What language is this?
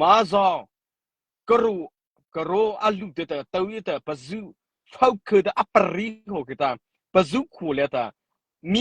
Mara Chin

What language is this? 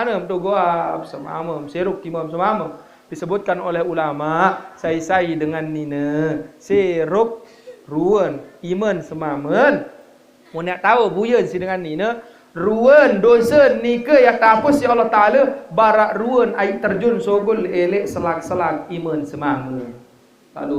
Sasak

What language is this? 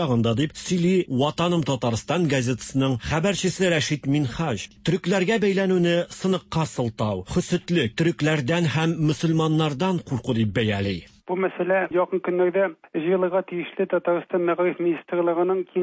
Tatar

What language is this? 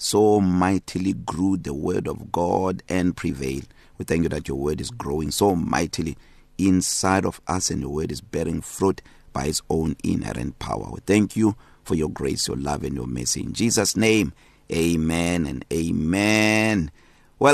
English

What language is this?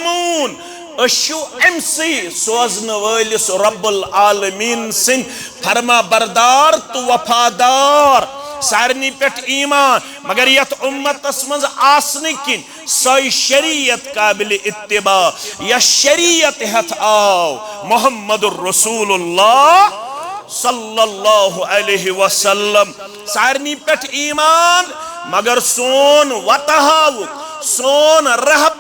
Kashmiri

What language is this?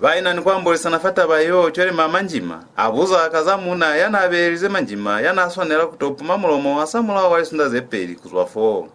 Lozi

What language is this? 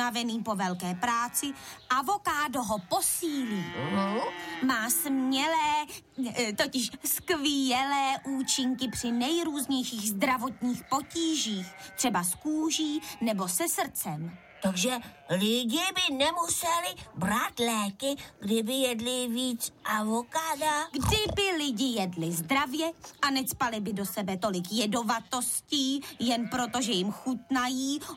Czech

